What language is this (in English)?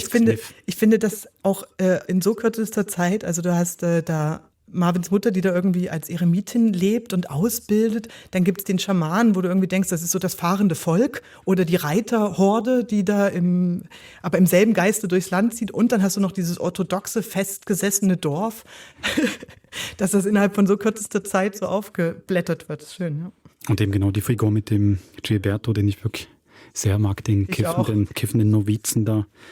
Swiss German